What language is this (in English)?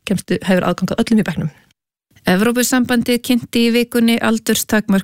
Icelandic